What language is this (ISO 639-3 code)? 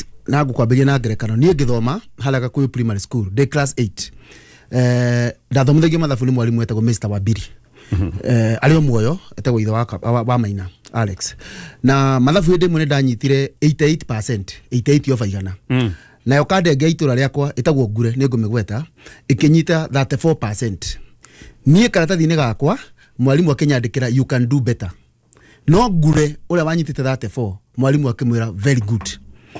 kik